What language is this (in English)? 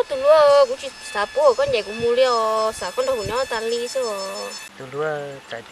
Hmong